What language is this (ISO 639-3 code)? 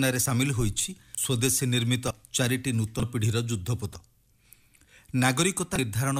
ori